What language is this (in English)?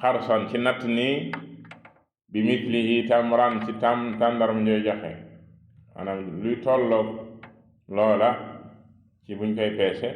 Wolof